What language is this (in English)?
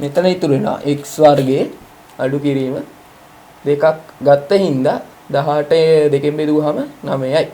Sinhala